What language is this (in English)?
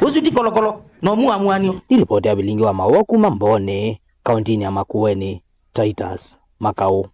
Kamba